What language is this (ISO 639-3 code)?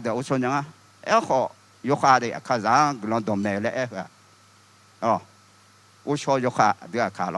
ahk